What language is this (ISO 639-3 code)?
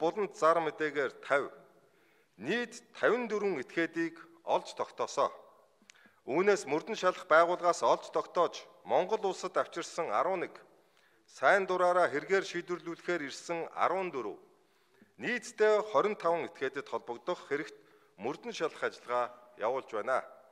mon